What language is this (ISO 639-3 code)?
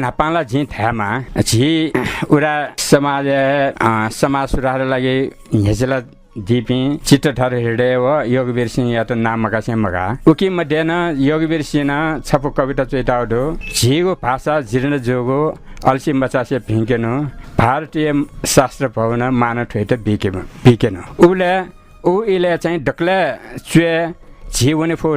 new